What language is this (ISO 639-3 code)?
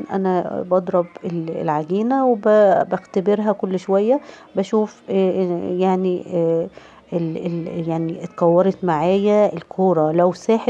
arz